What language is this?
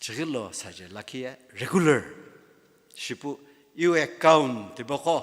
Sumi Naga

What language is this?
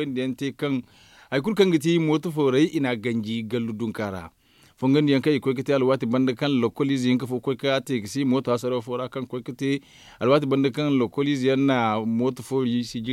Zarma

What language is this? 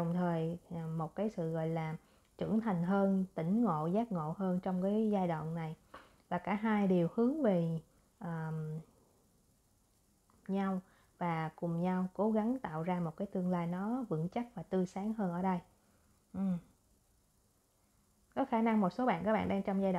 Vietnamese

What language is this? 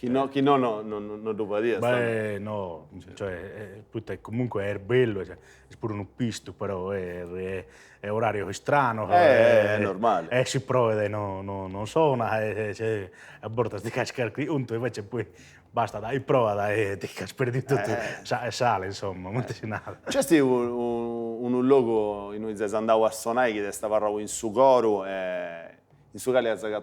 Sardinian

